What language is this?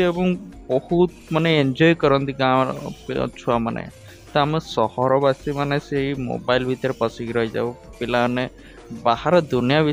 Odia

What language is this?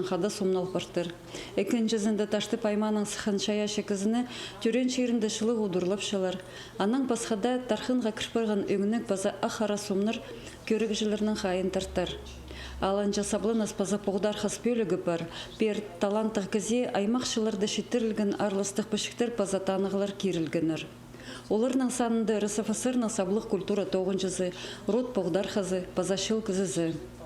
Khakas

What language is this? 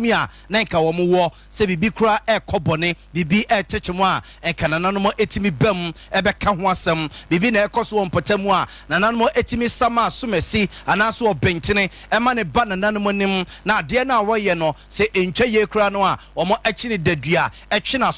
Akan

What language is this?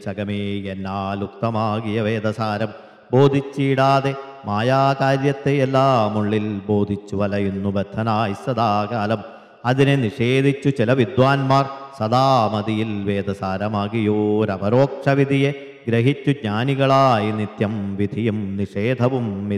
Malayalam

